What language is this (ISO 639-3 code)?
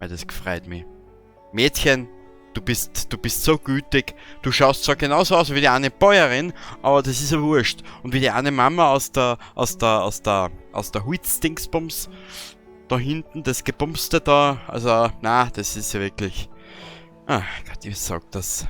bar